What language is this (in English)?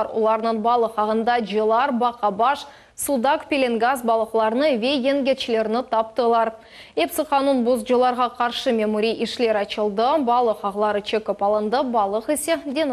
Crimean Tatar